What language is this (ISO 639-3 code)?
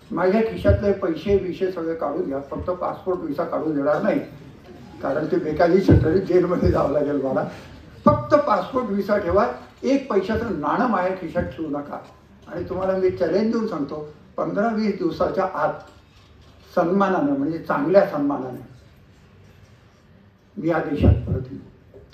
mar